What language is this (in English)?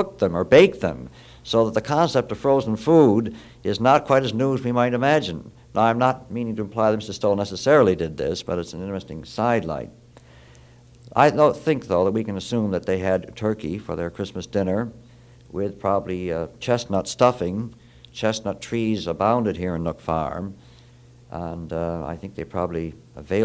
English